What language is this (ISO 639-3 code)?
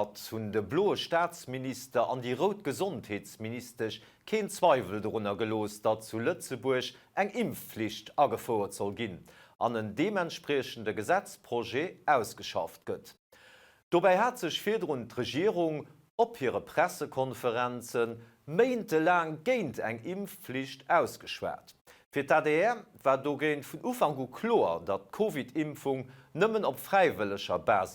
ltz